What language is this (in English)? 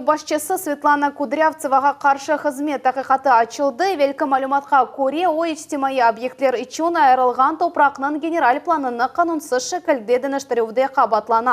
Crimean Tatar